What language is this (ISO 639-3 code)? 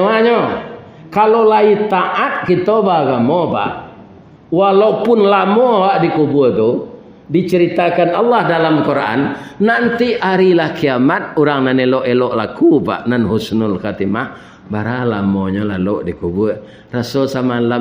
min